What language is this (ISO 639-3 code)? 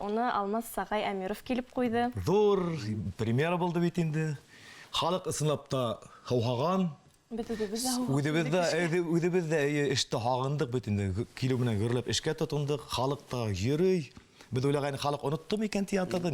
bak